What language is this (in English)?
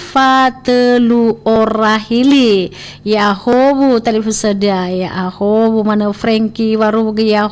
Nias